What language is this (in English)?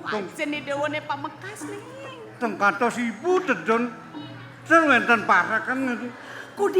Balinese